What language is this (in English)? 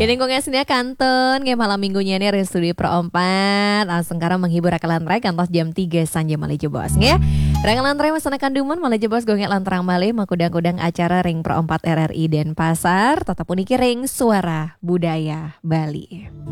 Balinese